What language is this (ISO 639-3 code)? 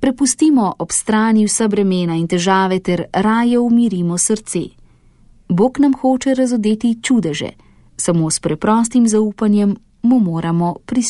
slv